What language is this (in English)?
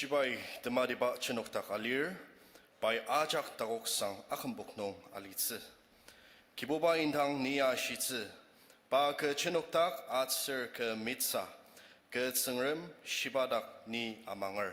Ao Naga